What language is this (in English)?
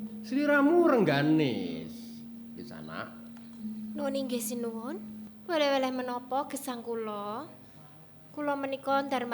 Javanese